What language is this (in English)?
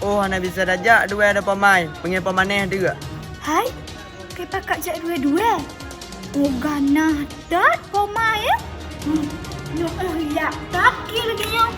Achinese